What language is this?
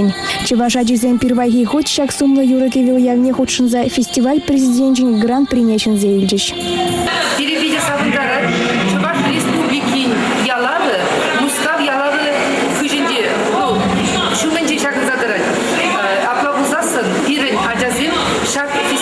Chuvash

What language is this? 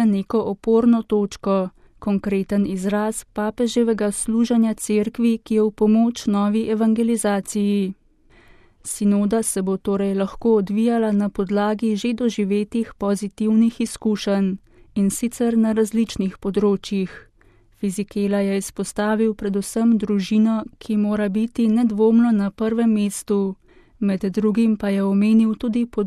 Slovenian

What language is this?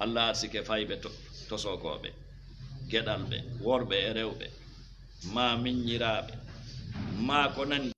Fula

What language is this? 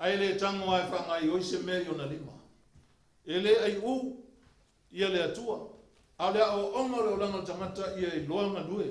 Samoan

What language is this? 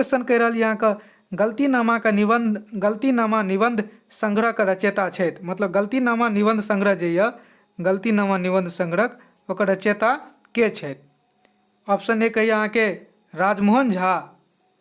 Maithili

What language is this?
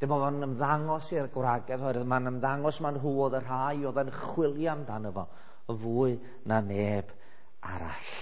Welsh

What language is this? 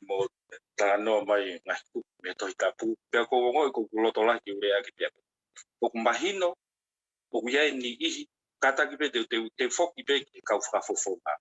Tongan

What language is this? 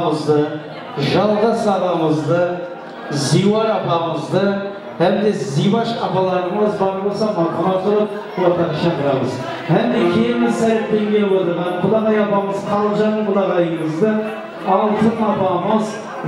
Kara-Kalpak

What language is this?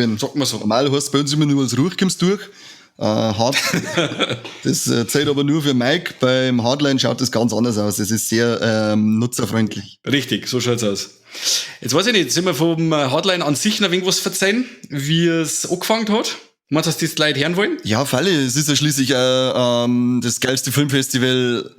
Bavarian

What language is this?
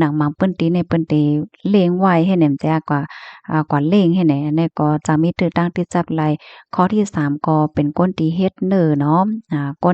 Shan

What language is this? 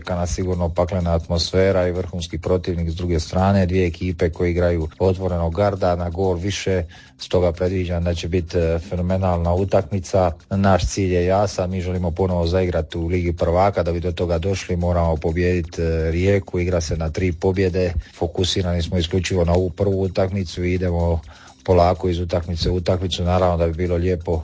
Croatian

